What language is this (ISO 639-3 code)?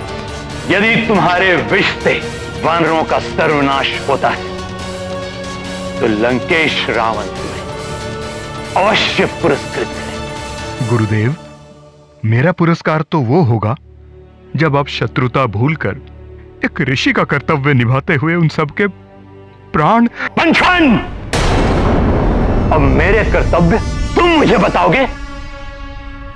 hin